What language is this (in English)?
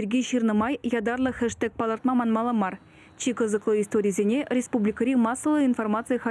Chuvash